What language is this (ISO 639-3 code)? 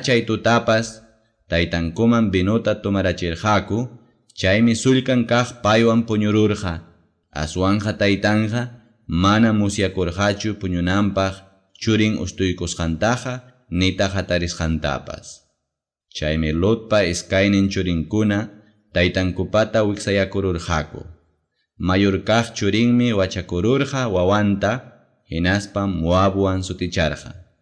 quy